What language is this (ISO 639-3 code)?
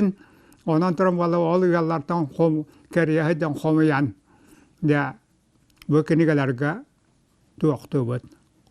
sah